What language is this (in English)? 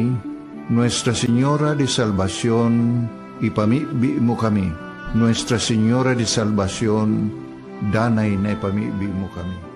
Bikol